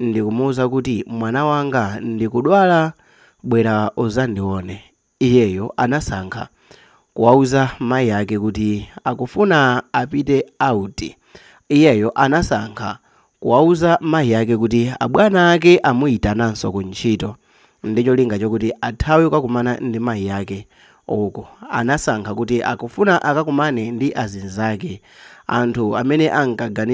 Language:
Nyanja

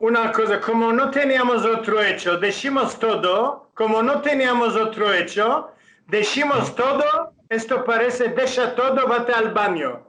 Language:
Ladino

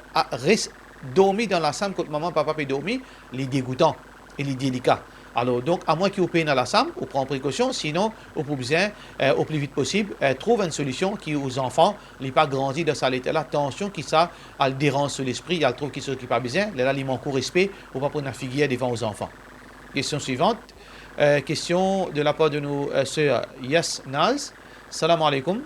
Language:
Morisyen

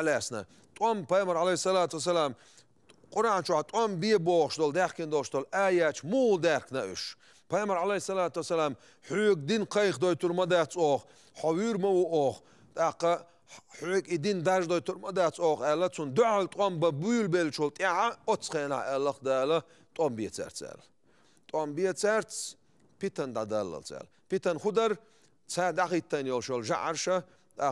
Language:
Chechen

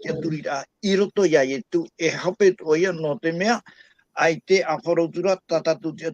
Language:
Tahitian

